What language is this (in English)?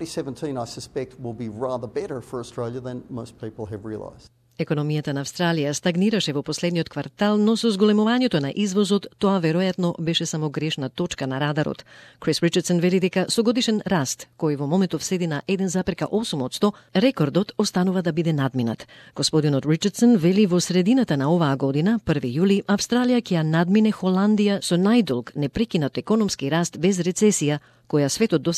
Macedonian